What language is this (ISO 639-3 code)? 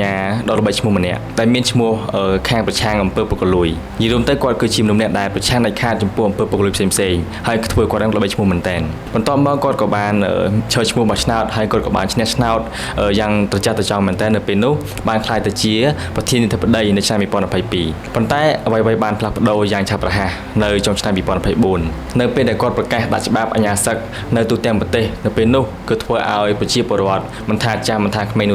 khm